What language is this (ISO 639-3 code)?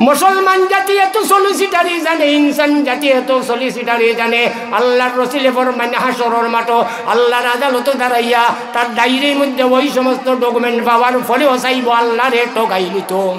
syl